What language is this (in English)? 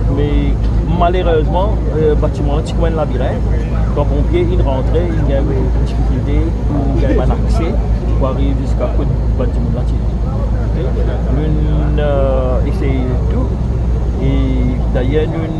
Morisyen